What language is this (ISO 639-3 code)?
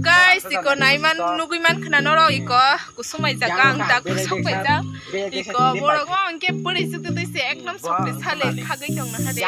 trp